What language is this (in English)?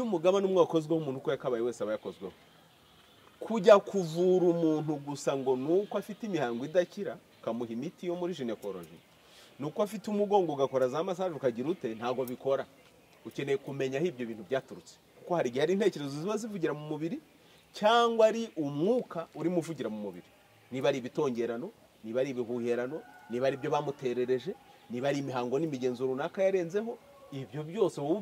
Kinyarwanda